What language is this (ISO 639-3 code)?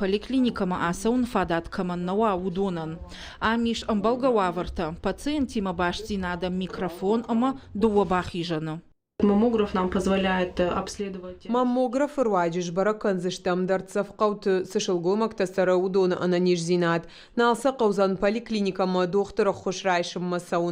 oss